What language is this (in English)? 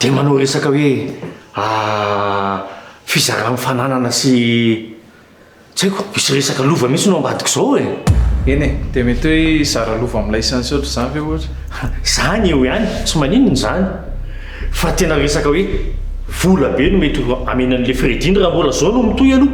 Malagasy